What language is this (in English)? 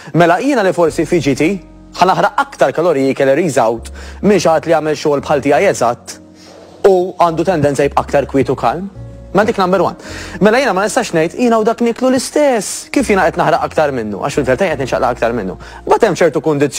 Maltese